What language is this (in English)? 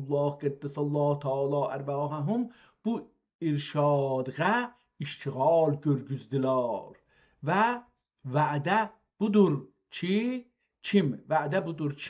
South Azerbaijani